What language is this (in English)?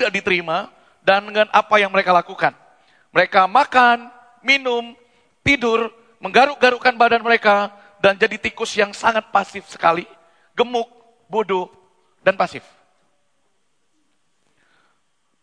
Indonesian